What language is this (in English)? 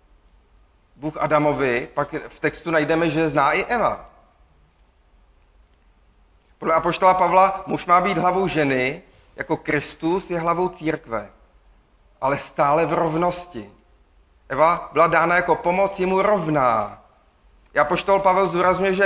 Czech